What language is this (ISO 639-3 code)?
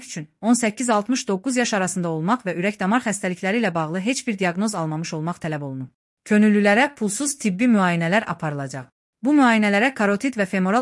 aze